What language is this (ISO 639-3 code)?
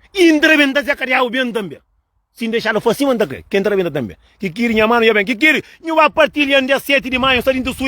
kea